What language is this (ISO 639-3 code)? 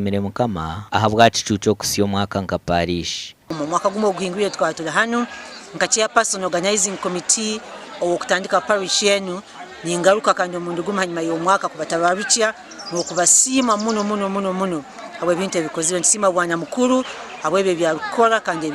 nyn